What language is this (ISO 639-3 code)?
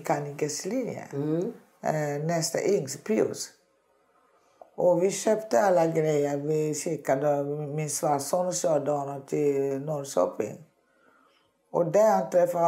swe